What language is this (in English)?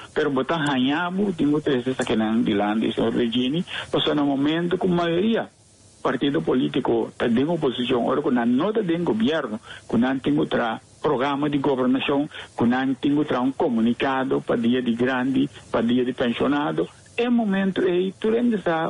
Papiamento